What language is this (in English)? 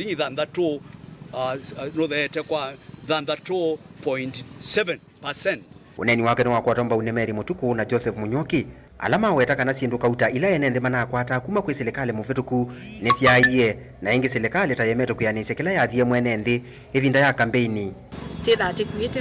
Kamba